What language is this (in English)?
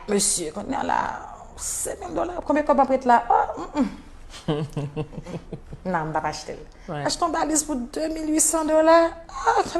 Haitian Creole